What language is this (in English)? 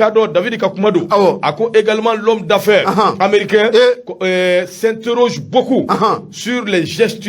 Bambara